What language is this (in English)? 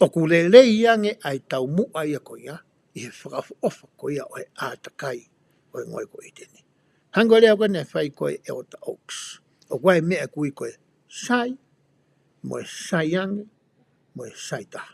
Tongan